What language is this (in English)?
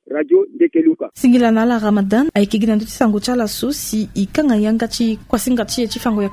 Sango